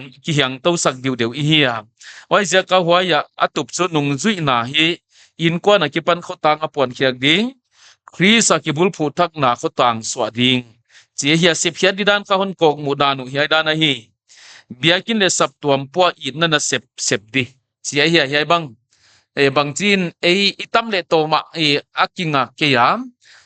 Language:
Paite Chin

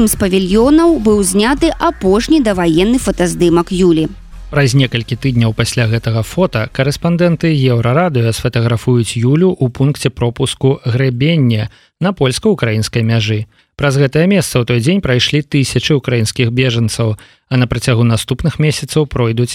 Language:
Belarusian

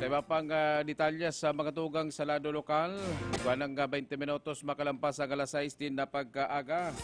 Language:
Bikol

